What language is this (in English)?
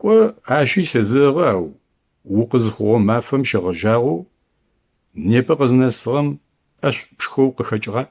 Adyghe